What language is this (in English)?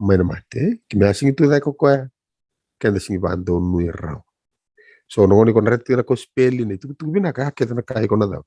Fijian